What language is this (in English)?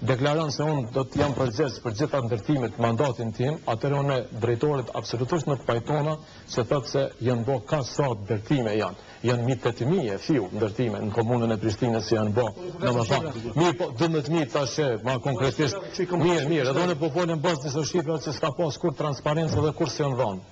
Albanian